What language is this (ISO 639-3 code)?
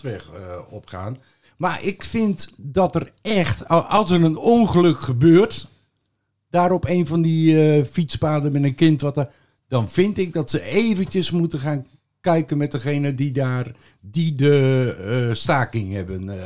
nld